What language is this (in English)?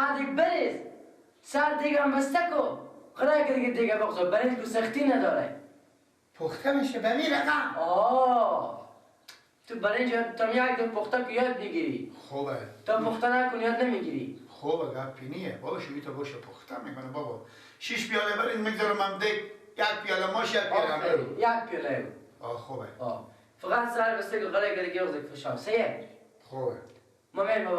Persian